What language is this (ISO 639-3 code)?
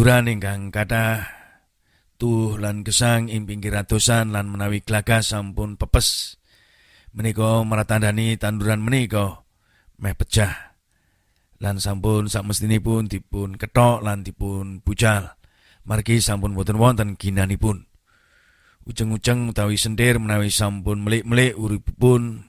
jav